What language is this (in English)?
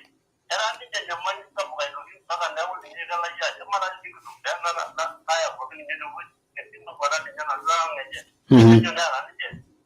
Masai